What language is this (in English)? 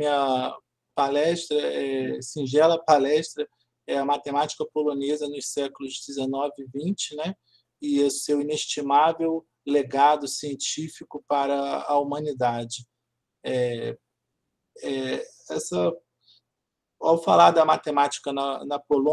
Portuguese